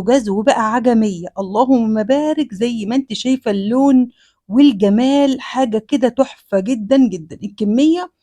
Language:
Egyptian Arabic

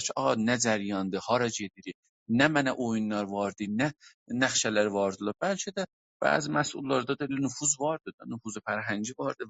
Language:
South Azerbaijani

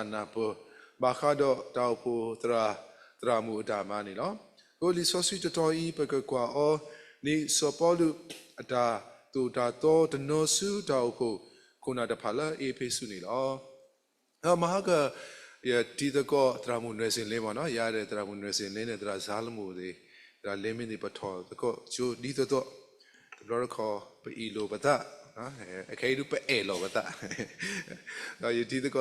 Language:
S'gaw Karen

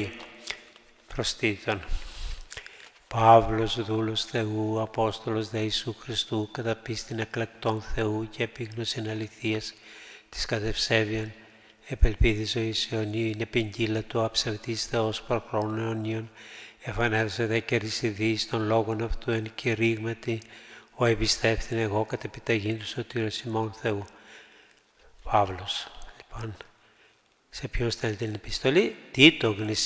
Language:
Greek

